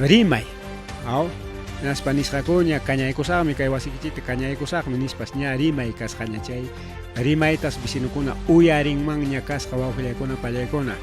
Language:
Ayacucho Quechua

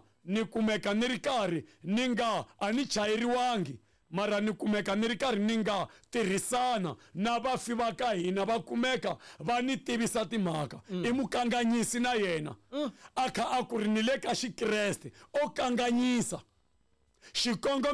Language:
Tsonga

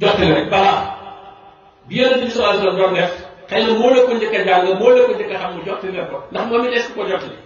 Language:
Wolof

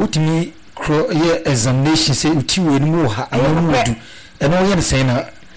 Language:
Akan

